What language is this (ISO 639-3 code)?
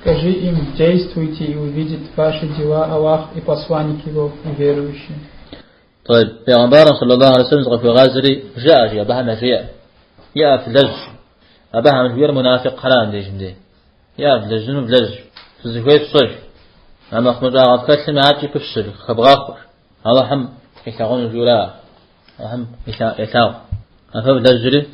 kbd